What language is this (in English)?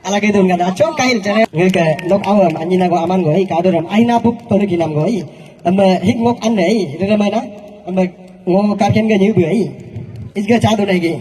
Galo